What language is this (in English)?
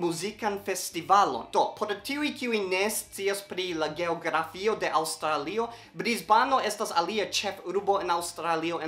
Esperanto